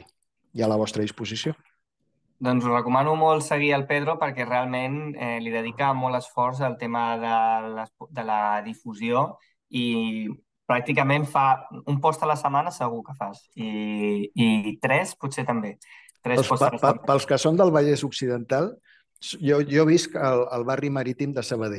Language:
Catalan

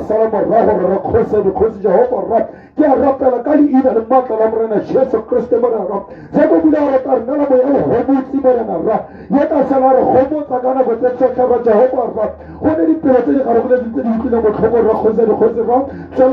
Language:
Tswana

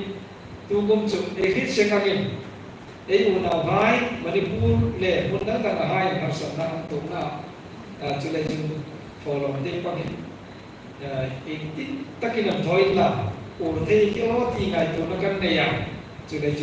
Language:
Hmar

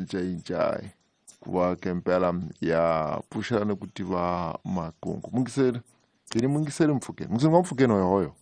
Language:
Tsonga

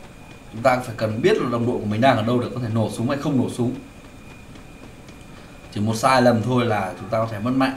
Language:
Vietnamese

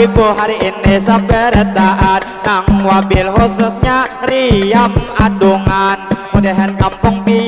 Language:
Banjar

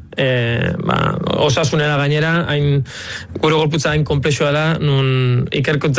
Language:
Basque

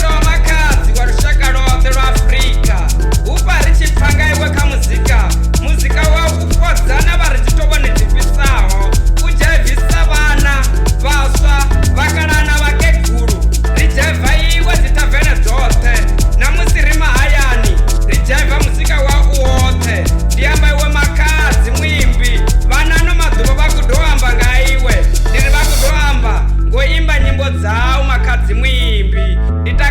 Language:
Venda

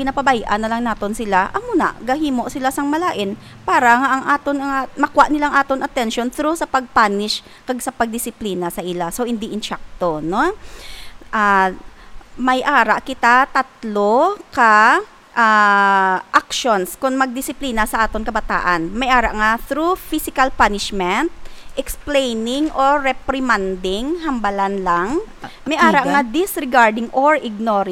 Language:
Hiligaynon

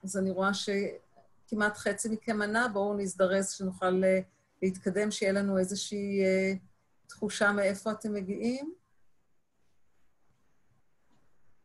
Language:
Hebrew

